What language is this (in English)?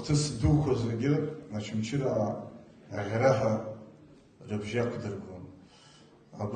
Abkhazian